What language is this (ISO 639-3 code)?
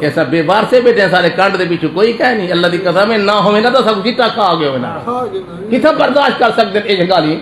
skr